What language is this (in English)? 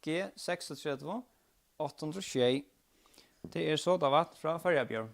Faroese